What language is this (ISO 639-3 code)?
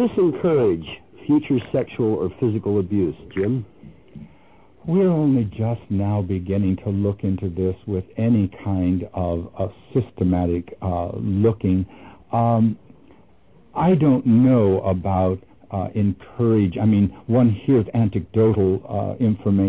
eng